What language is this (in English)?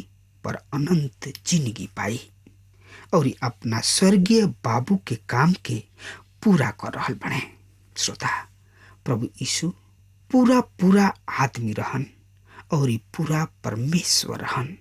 Bhojpuri